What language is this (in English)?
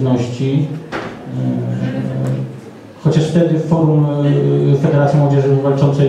Polish